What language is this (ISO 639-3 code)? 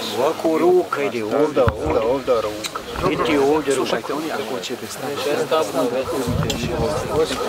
bos